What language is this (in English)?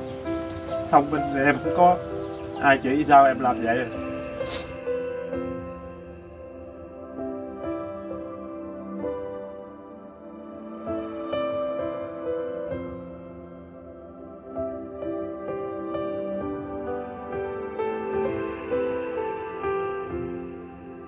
Vietnamese